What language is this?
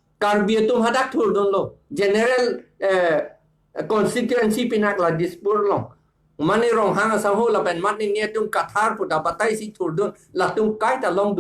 Karbi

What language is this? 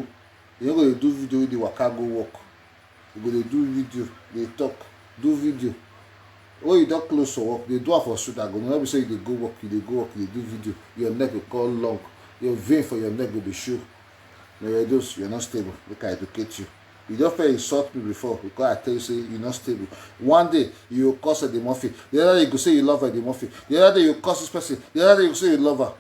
Nigerian Pidgin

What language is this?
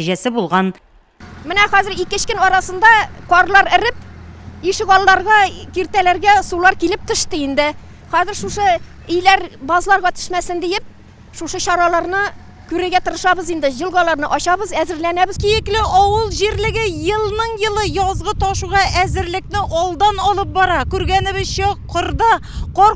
Tatar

